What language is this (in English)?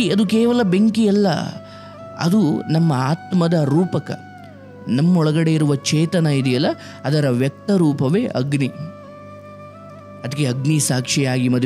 Kannada